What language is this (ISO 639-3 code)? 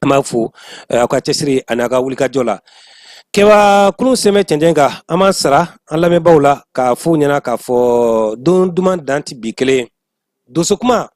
bam